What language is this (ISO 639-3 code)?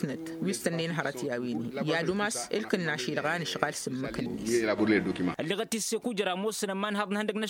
taq